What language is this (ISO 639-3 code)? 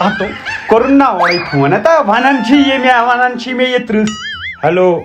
kas